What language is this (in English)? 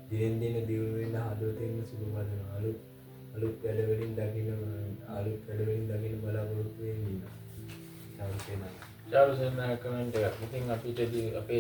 Sinhala